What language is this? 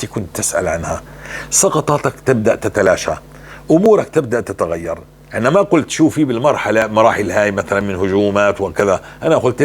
North Levantine Arabic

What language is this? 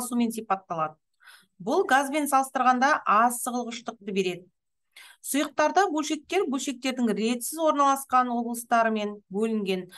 Kazakh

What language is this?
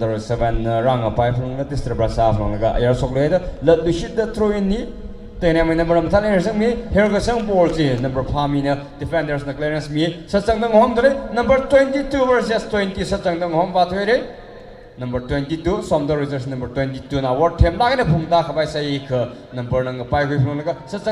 Tangkhul Naga (India)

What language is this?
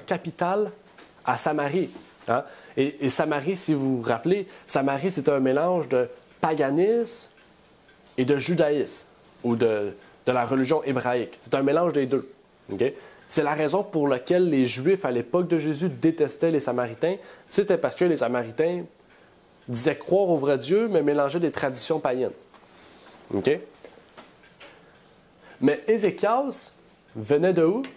French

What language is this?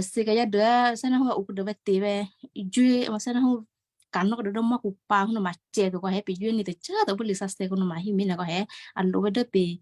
Western Kayah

